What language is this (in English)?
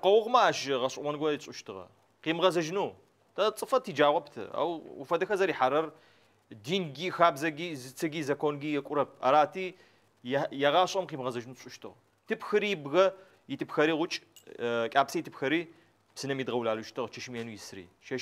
Adyghe